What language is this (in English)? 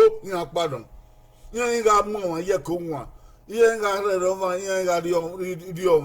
Bini